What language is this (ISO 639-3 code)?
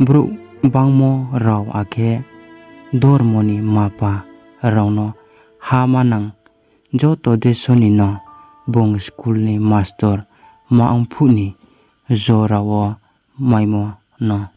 ria